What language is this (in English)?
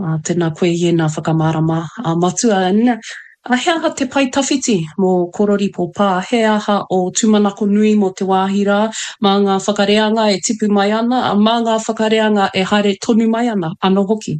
Māori